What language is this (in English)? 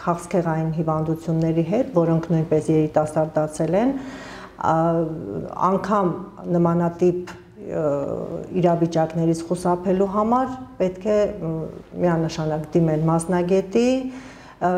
Armenian